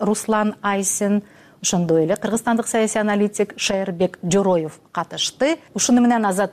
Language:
Kyrgyz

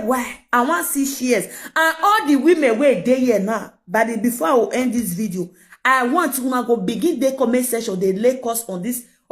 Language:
Nigerian Pidgin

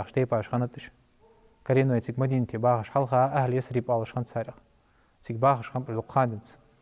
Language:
Ingush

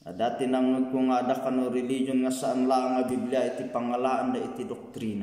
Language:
Iloko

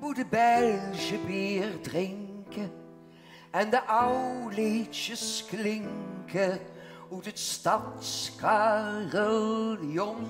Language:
Limburgish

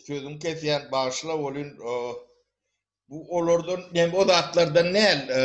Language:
Turkmen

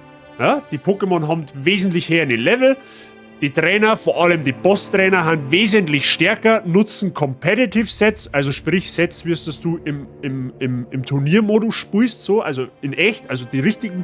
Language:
Bavarian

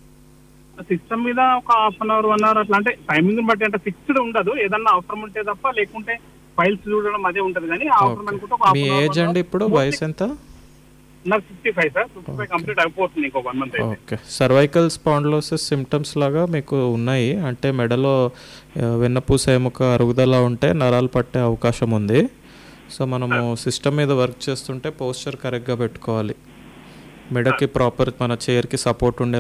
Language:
Telugu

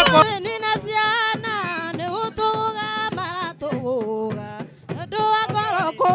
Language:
Kikuyu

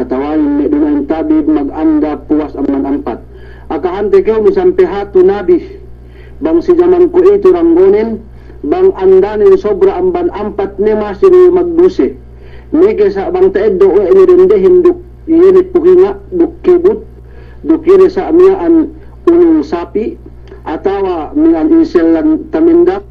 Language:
Yakan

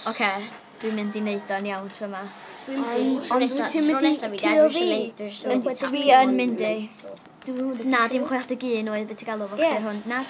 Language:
Welsh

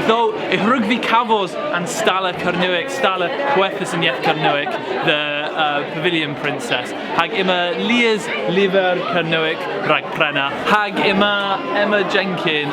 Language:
Cornish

